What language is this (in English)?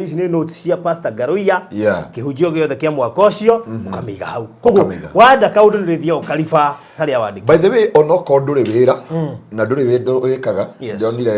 Kikuyu